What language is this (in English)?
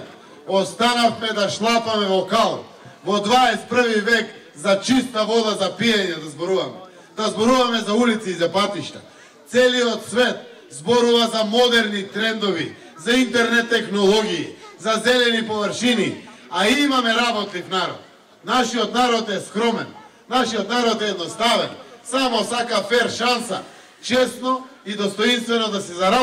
Macedonian